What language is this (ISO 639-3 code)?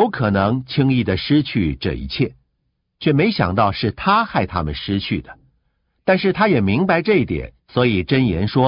zho